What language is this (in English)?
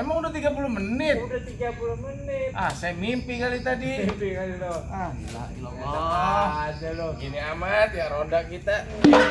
Betawi